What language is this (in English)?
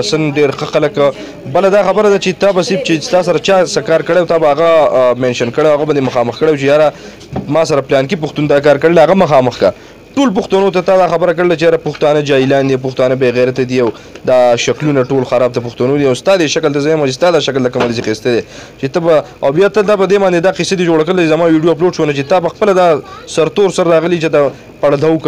Pashto